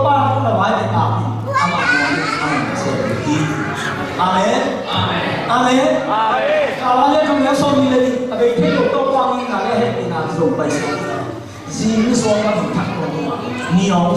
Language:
Tedim Chin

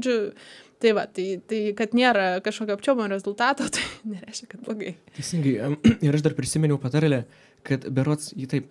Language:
Lithuanian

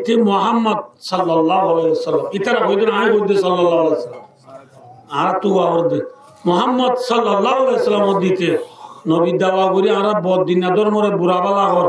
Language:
Rohingya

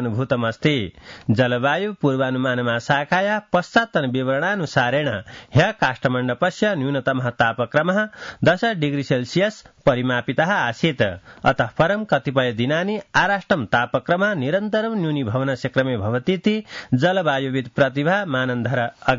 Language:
Sanskrit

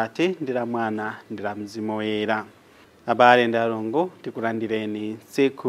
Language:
Nyanja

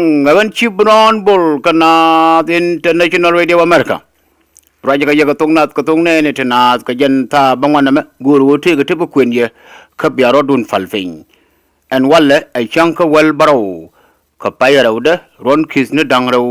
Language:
Nuer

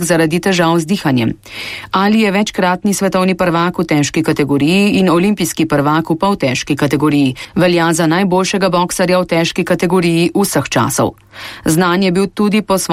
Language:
Slovenian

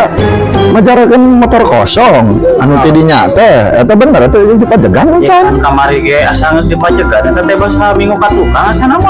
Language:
Sundanese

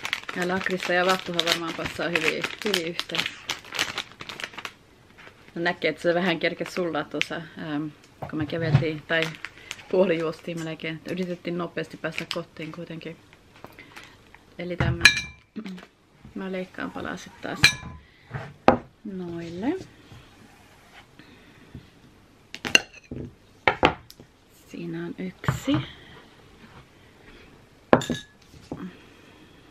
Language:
Finnish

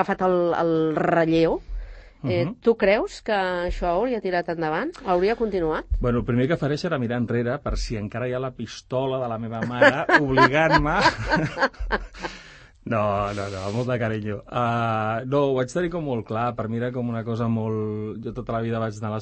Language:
Catalan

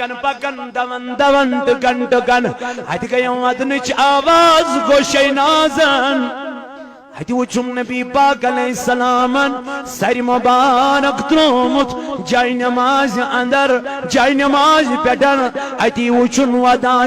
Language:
Kashmiri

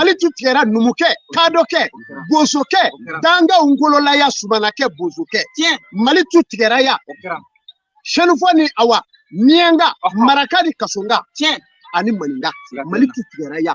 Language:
Bambara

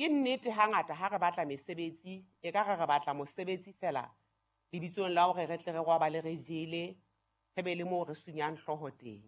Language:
Southern Sotho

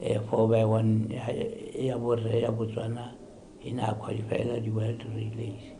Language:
Tswana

